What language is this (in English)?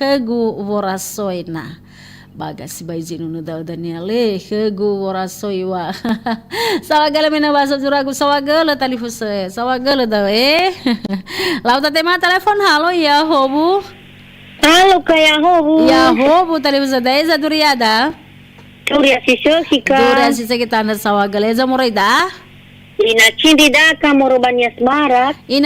Nias